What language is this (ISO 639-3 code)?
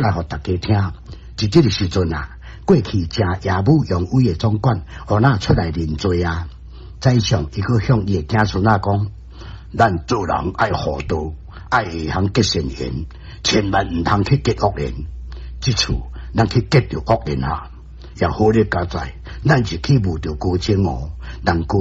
nan